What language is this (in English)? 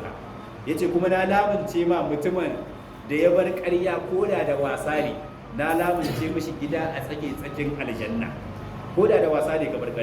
Hausa